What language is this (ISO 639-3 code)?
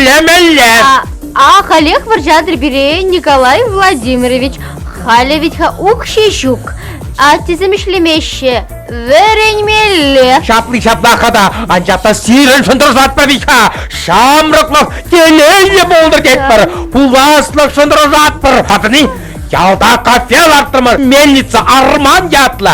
chv